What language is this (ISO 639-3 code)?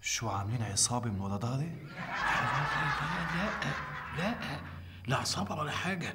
apc